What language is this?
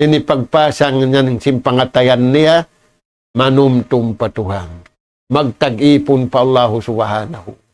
Tausug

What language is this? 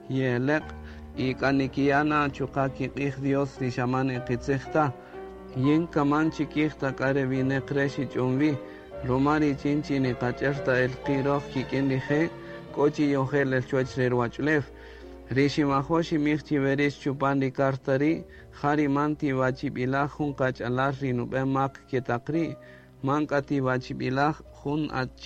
Kaqchikel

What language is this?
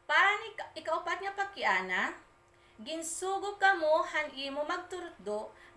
Waray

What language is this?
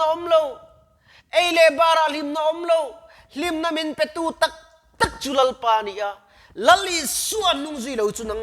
Mizo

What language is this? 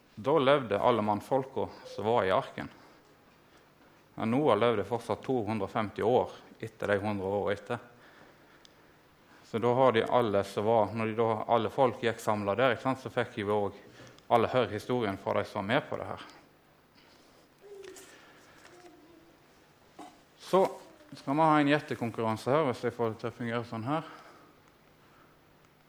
Norwegian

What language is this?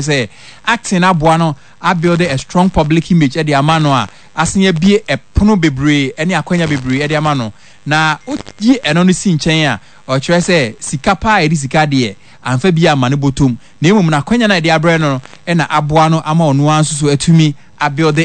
Akan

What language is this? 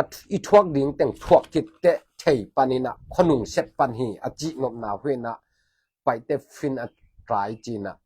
Tedim Chin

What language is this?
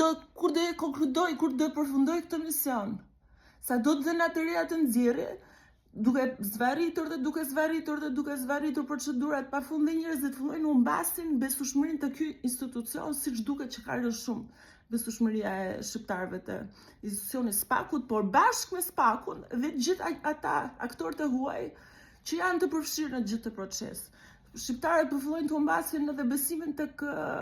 Albanian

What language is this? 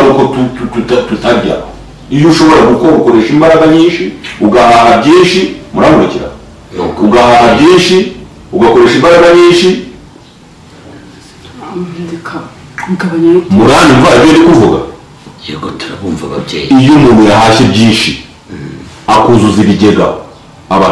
Kinyarwanda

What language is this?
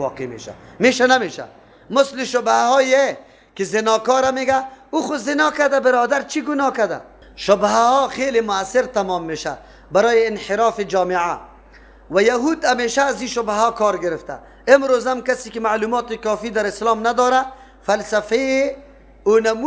Persian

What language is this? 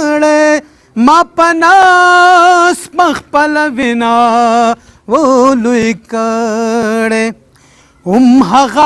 Pashto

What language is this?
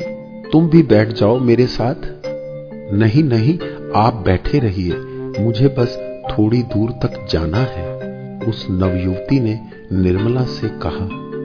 Hindi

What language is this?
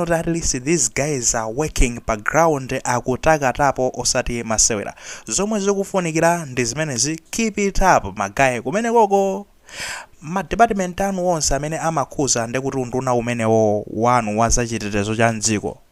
Nyanja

